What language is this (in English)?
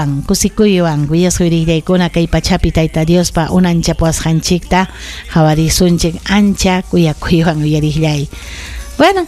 Ayacucho Quechua